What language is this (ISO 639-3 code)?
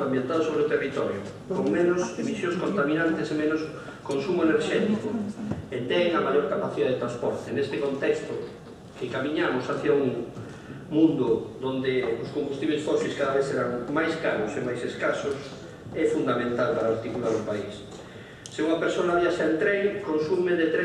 glg